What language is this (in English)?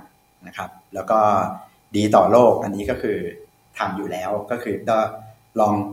Thai